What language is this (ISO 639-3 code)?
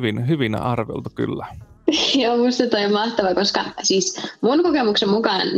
fin